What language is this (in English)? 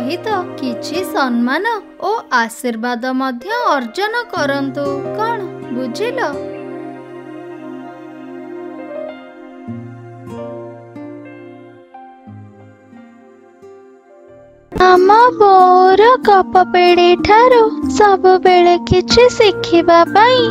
Odia